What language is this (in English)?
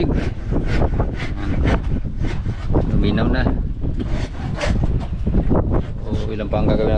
Filipino